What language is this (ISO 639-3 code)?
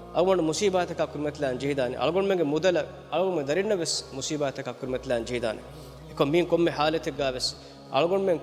div